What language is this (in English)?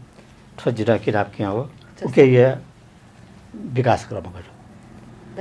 Newari